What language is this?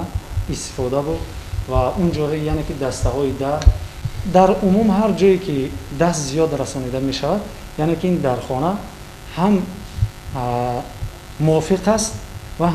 Tajik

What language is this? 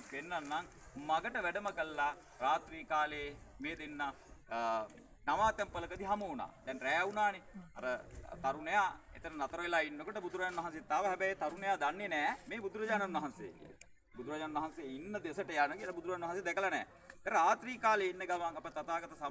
Sinhala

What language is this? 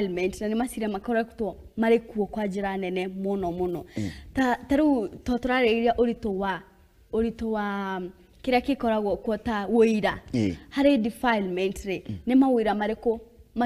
Kikuyu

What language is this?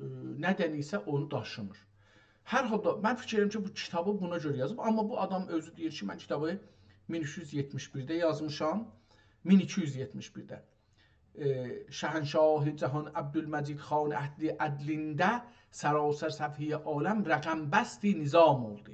South Azerbaijani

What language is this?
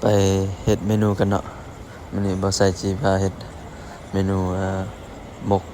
Lao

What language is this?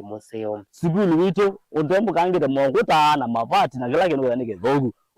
Kamba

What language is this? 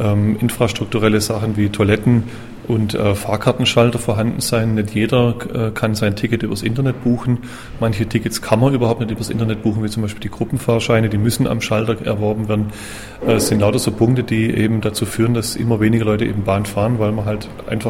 German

